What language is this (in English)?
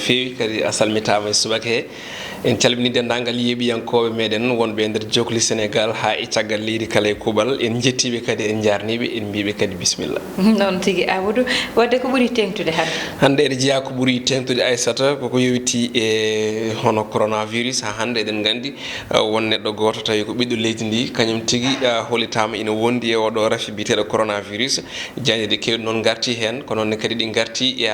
Fula